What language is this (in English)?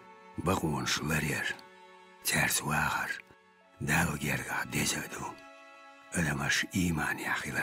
Chechen